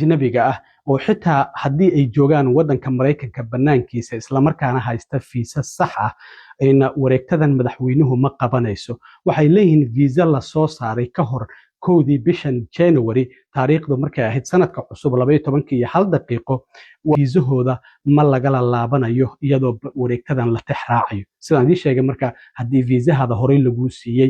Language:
Somali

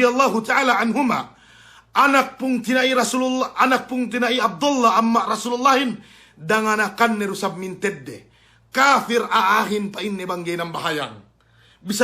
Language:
Yakan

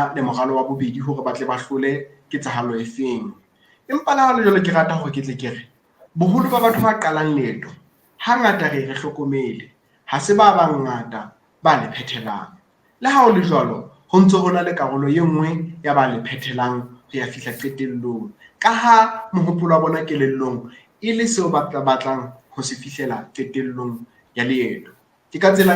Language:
Southern Sotho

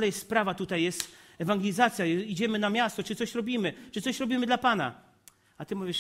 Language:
Polish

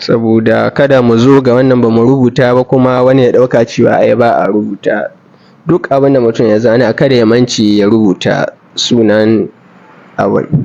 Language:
Hausa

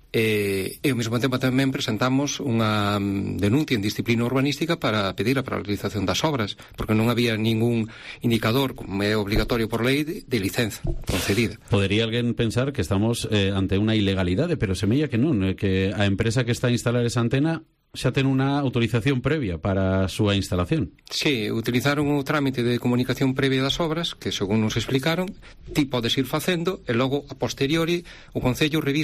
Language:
Galician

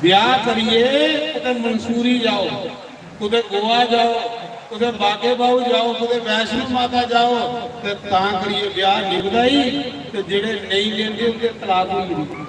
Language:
Dogri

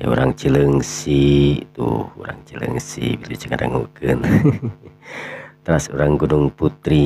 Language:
Sundanese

